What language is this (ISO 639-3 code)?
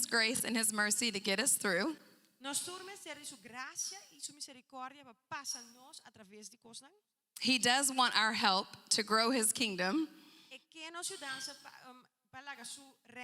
pap